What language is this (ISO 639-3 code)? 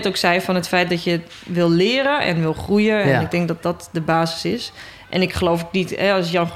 nld